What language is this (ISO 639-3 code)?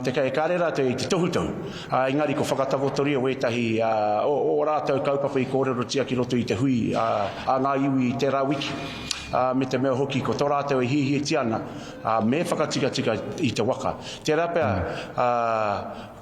mri